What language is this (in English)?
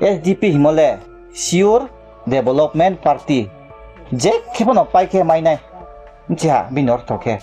Riang (India)